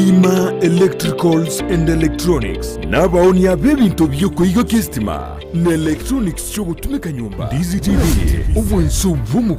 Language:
Gusii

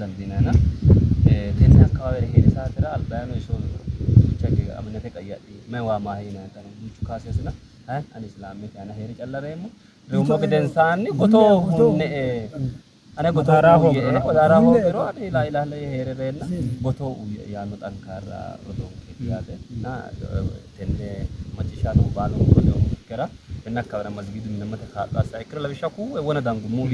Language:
Sidamo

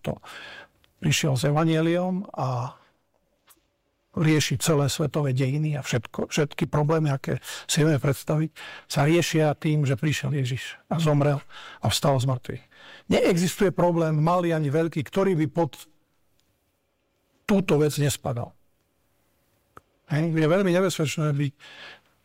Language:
Slovak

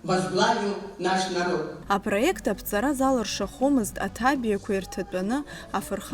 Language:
Abkhazian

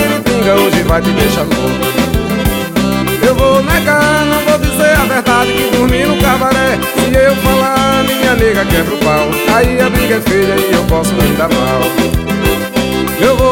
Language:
Portuguese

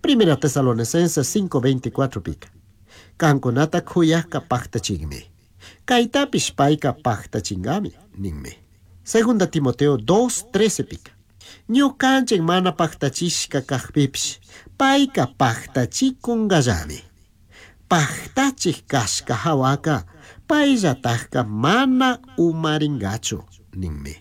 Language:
Chimborazo Highland Quichua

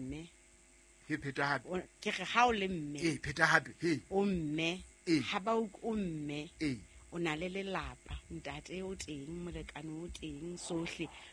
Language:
Southern Sotho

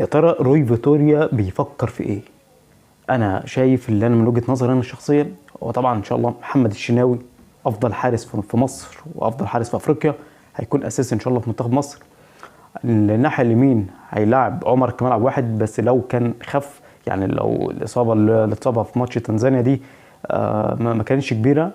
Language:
Egyptian Arabic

